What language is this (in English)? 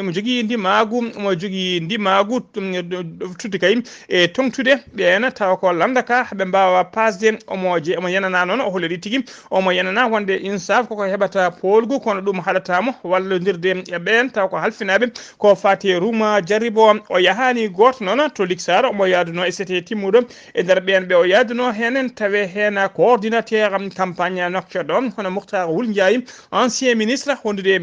Fula